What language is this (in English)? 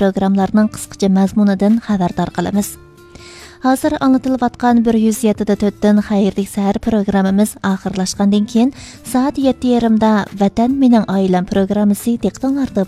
Uyghur